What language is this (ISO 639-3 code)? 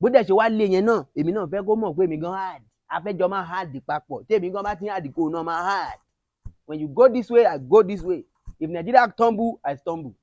yor